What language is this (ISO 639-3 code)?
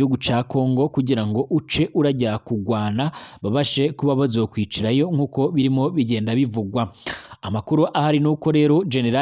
run